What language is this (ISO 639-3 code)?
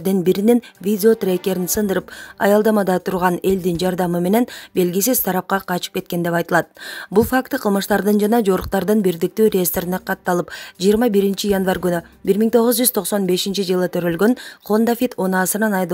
kir